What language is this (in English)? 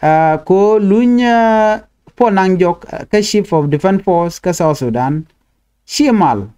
Nuer